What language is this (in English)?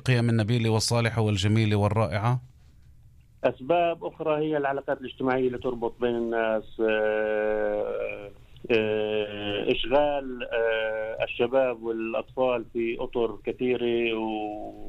Arabic